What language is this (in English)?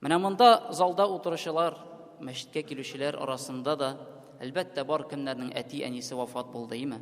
Tatar